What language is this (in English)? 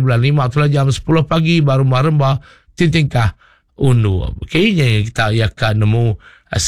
Iban